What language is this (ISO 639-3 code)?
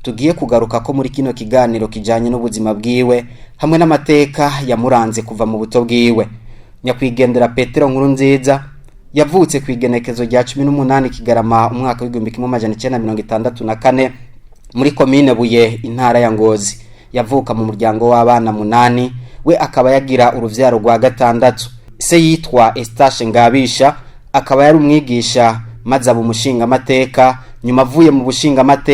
run